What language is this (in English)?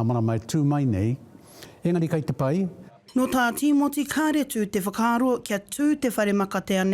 Māori